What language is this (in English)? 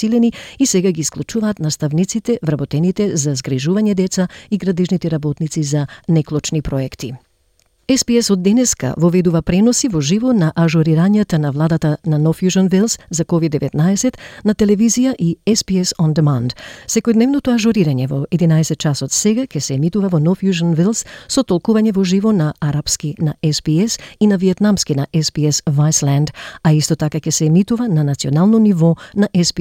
Macedonian